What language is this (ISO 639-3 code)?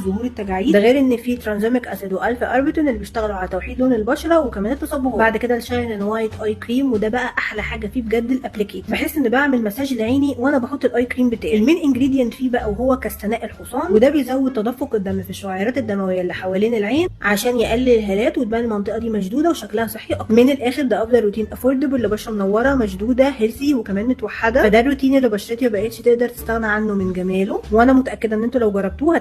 arz